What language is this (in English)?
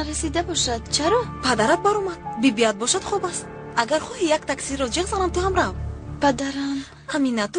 Tajik